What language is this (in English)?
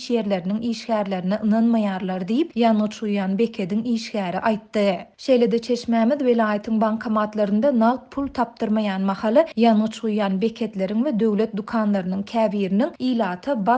Turkmen